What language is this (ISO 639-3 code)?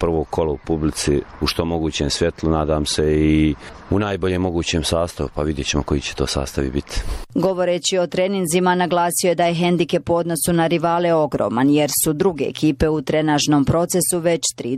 hrv